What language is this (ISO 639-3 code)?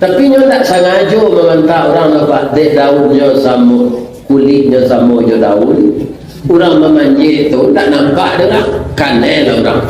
min